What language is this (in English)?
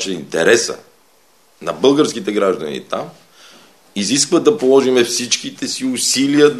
Bulgarian